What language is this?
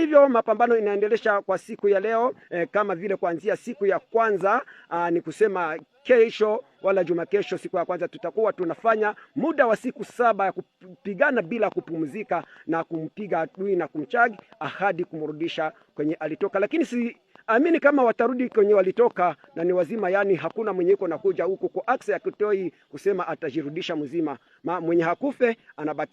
Rundi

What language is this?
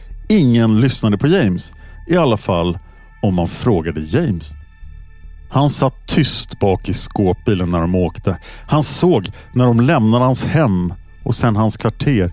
Swedish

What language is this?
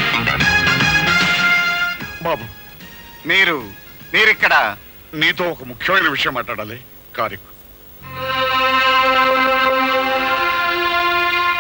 Telugu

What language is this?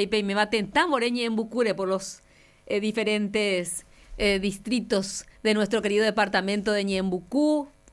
Guarani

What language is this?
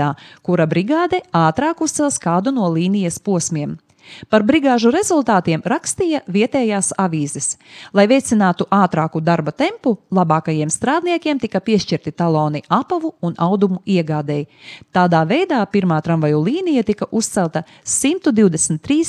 Latvian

